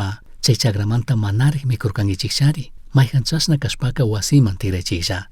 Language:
Chimborazo Highland Quichua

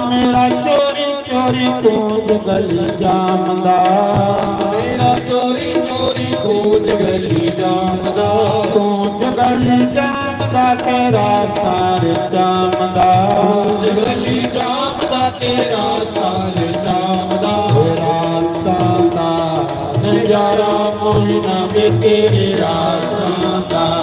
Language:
Dogri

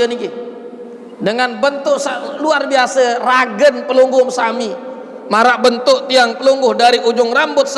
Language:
Sasak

